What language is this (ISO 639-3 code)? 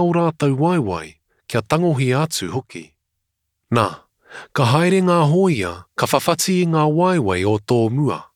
mri